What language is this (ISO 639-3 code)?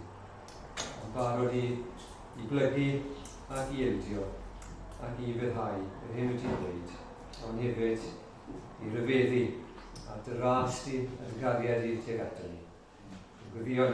cym